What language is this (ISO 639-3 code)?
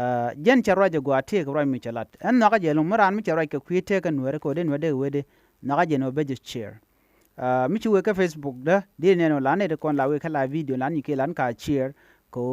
nus